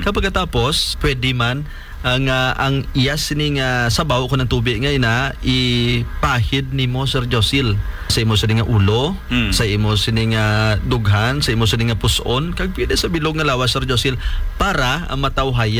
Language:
Hiligaynon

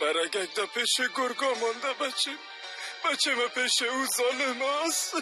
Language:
Persian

